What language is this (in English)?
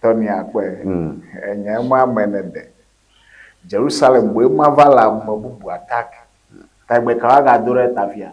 Ewe